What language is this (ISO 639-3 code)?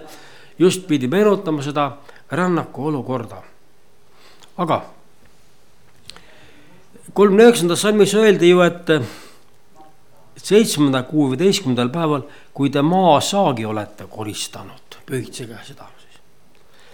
est